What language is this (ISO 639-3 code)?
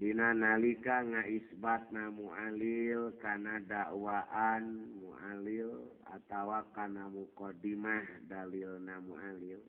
sun